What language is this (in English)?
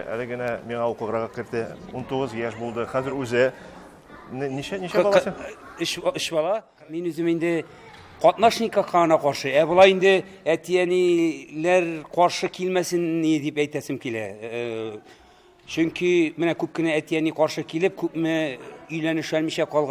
Tatar